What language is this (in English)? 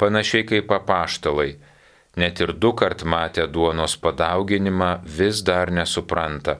Lithuanian